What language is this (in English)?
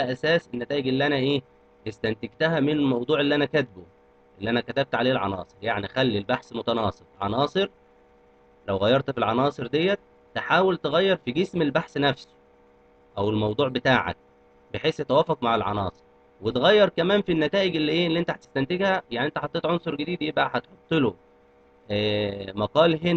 Egyptian Arabic